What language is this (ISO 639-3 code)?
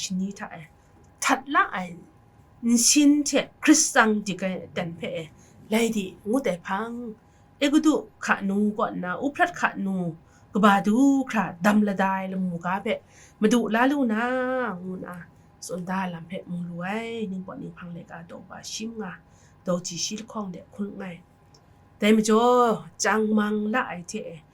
kac